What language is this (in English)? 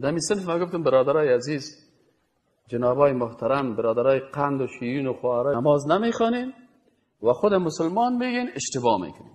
Persian